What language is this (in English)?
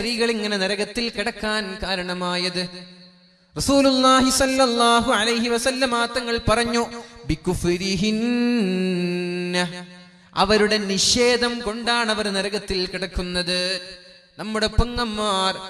Malayalam